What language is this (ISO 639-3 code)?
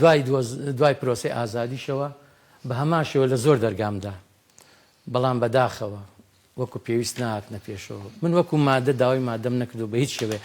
ckb